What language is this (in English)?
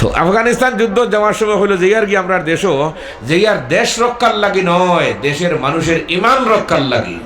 Sylheti